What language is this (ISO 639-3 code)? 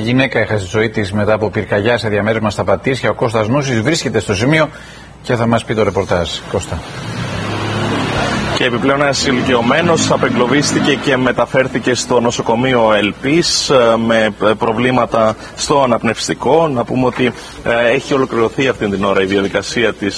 ell